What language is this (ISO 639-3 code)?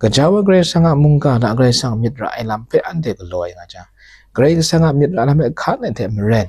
kac